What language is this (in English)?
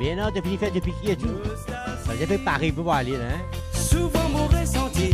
Morisyen